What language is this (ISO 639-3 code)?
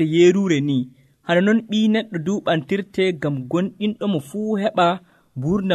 fuv